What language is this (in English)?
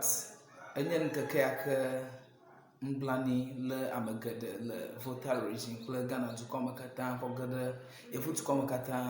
Ewe